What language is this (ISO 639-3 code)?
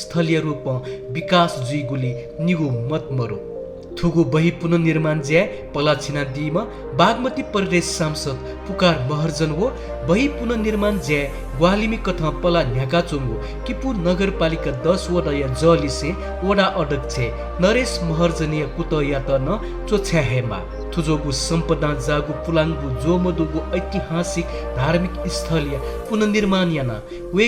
new